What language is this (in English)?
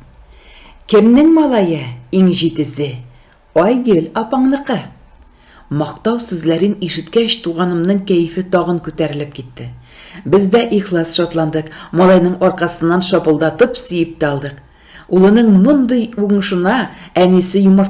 Tatar